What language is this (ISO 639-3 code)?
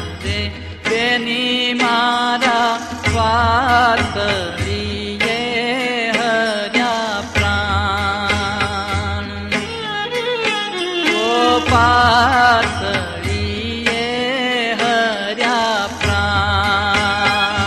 guj